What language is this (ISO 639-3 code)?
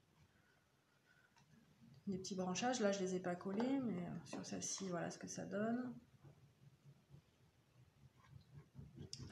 fra